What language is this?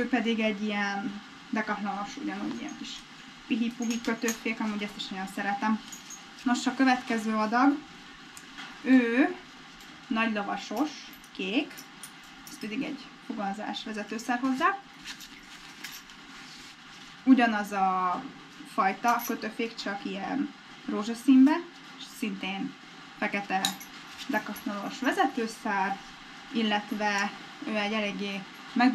Hungarian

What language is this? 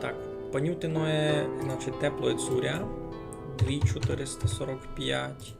Rusyn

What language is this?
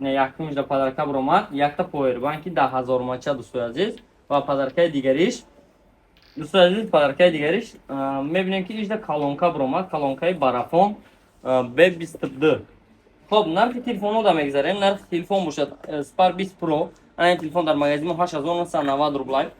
Tajik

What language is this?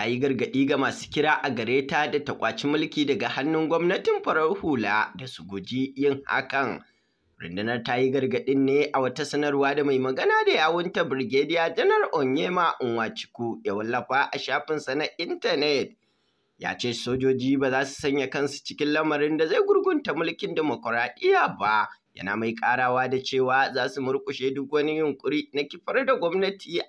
Hausa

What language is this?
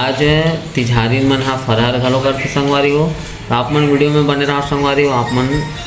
Chhattisgarhi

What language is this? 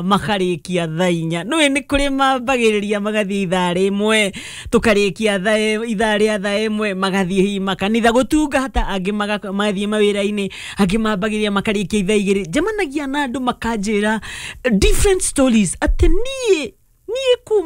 Kikuyu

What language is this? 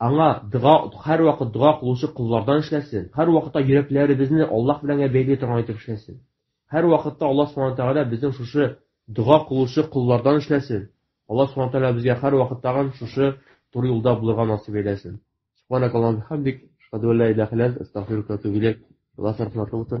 Tatar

